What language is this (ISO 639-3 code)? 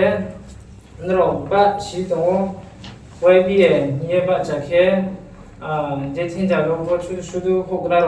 ria